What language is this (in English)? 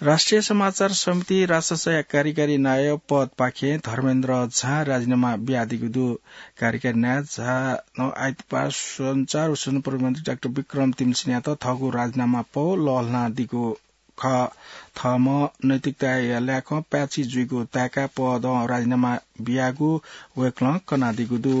Newari